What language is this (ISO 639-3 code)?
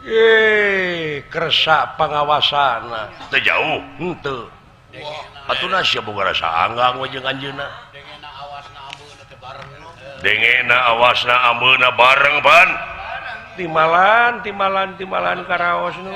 sun